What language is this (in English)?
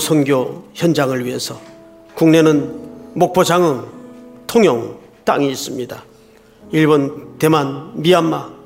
Korean